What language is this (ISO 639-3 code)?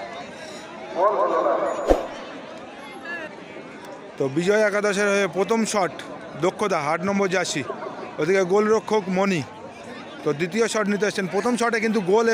ben